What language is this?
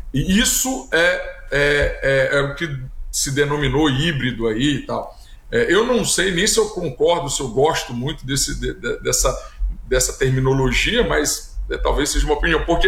Portuguese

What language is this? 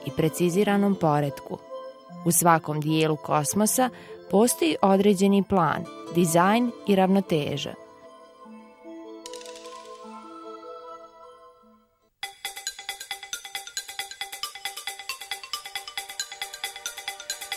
Bosnian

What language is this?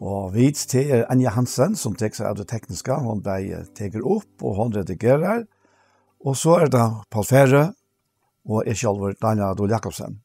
Faroese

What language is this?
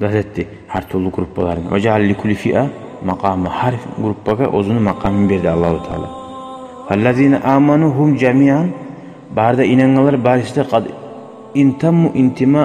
Kumyk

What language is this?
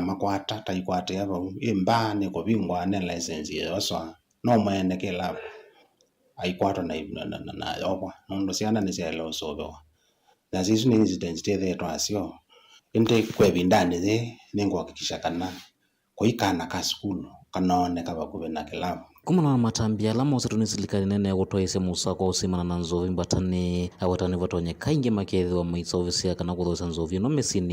Kamba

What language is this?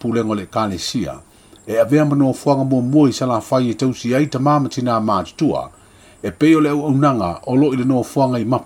Samoan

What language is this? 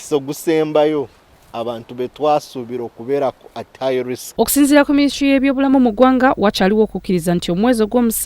Ganda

